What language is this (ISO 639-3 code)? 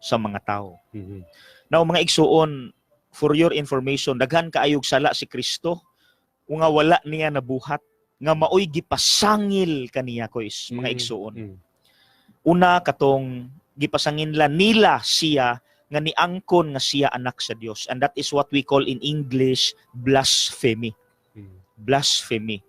ceb